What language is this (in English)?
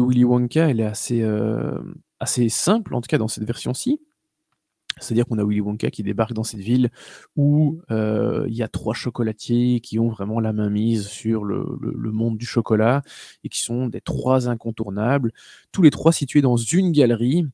French